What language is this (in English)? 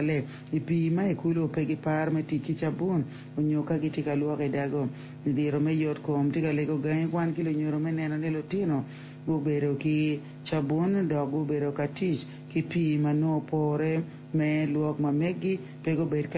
Acoli